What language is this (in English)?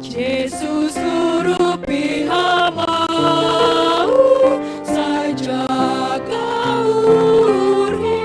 Batak Simalungun